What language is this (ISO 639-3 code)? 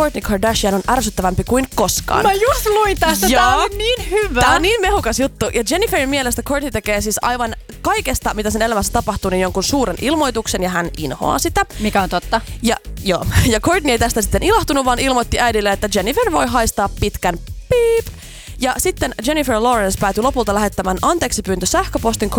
fin